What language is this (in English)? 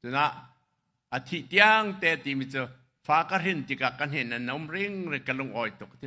Hakha Chin